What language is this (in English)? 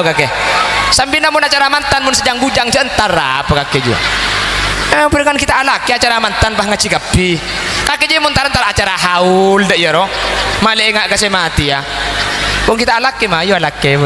Madurese